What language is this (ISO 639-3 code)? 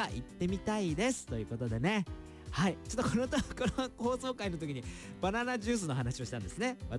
jpn